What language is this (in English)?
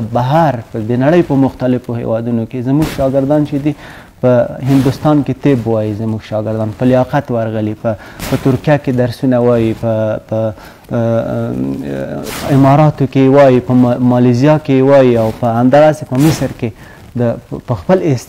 Pashto